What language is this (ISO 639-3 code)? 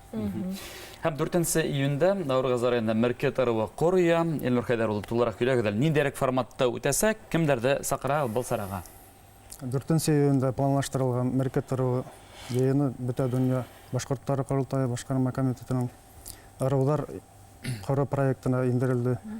bak